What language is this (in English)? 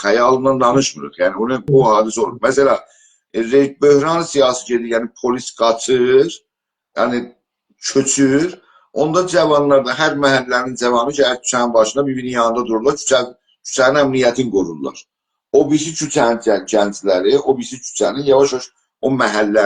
South Azerbaijani